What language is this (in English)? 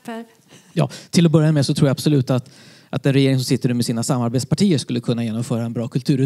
Swedish